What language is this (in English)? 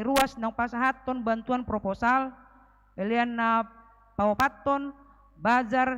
Batak Toba